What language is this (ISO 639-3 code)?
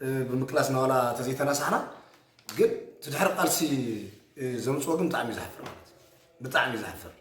tir